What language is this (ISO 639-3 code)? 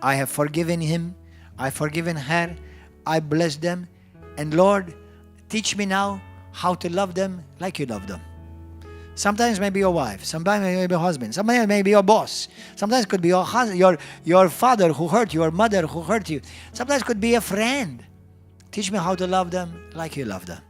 eng